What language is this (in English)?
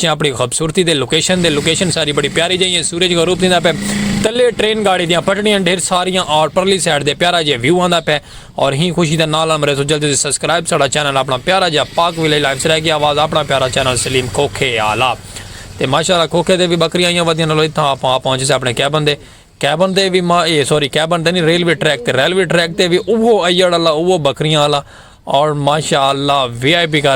Saraiki